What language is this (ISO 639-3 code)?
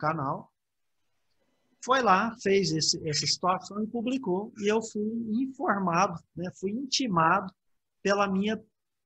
por